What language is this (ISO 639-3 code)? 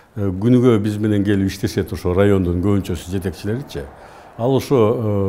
kir